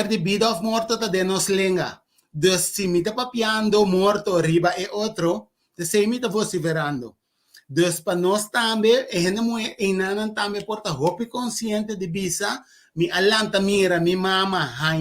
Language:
Papiamento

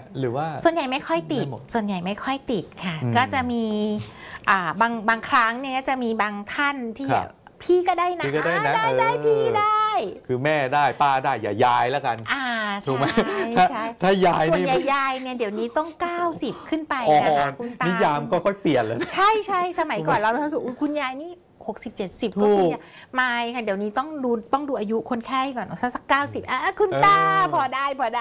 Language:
Thai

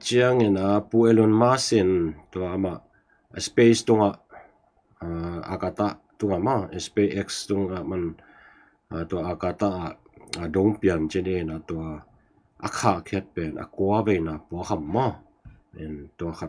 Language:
Tedim Chin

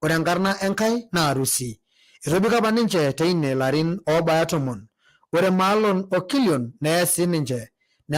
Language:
Masai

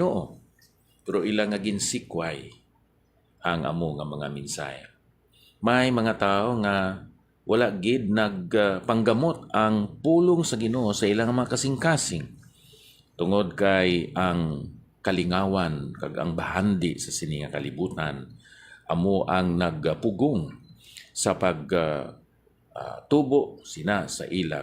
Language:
Hiligaynon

